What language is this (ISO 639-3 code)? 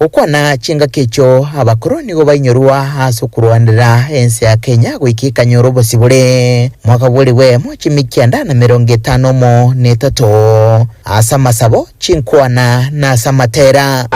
guz